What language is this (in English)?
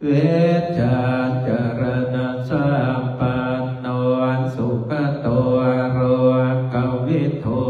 Pali